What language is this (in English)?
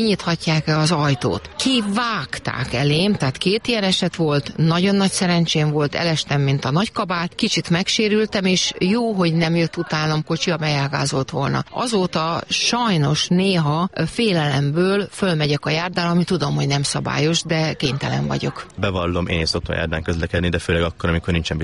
Hungarian